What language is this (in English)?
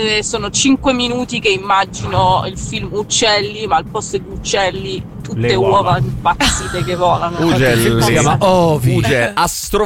Italian